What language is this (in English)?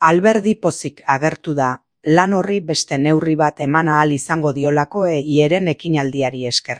Basque